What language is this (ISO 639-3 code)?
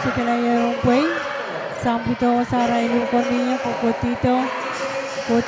pon